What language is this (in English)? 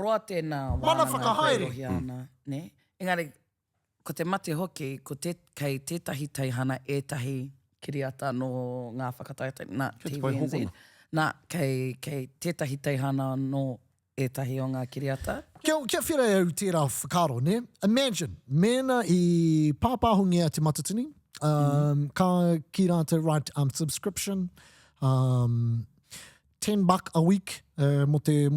Māori